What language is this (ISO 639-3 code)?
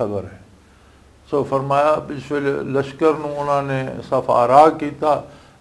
lah